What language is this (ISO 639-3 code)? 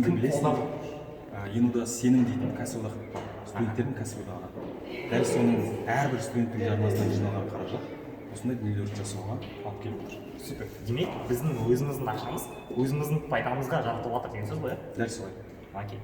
kaz